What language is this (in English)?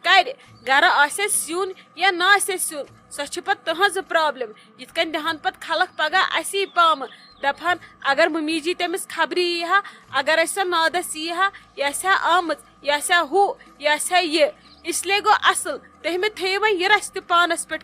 Kashmiri